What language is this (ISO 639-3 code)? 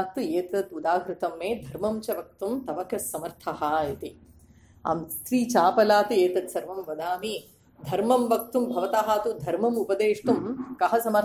san